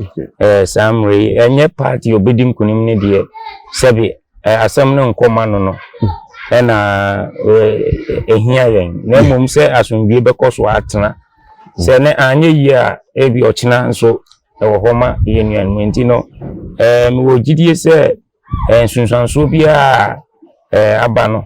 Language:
Akan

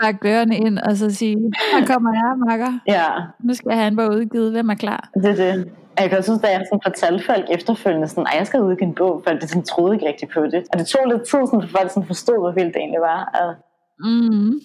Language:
Danish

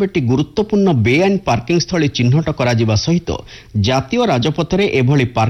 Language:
Odia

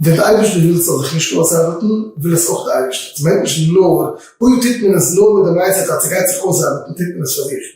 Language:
Yiddish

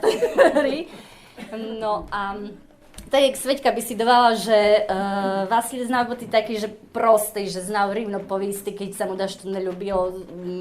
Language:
Rusyn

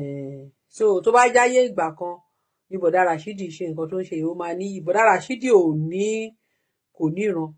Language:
Yoruba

